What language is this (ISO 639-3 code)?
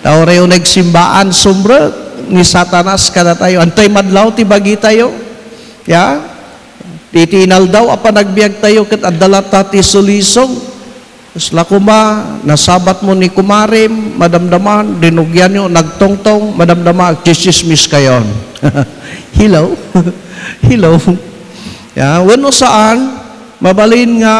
ilo